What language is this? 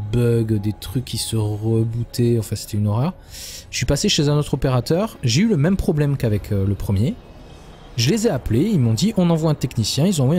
French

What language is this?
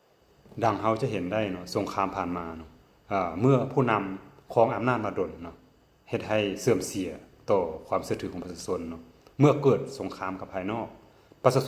Lao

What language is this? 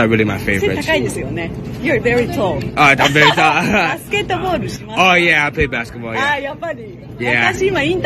Japanese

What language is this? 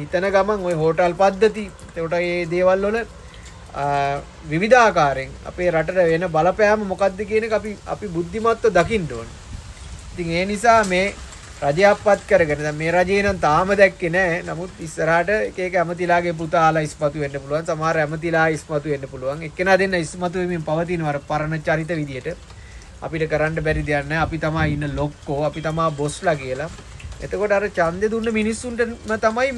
Sinhala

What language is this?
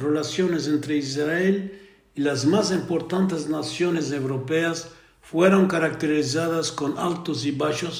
Ladino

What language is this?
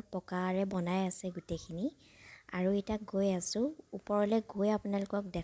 Assamese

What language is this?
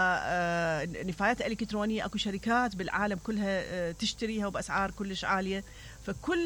Mesopotamian Arabic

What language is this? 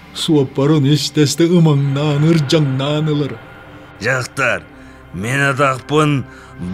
Yakut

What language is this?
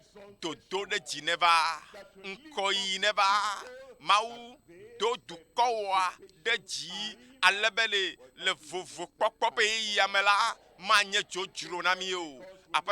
Ewe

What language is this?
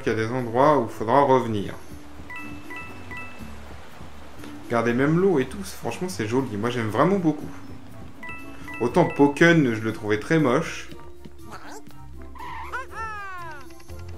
French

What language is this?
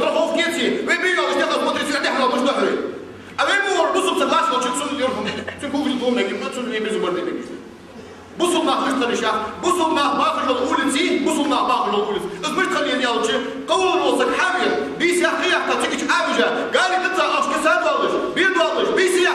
Ingush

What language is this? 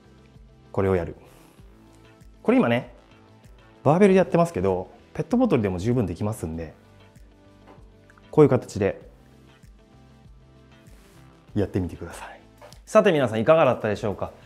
Japanese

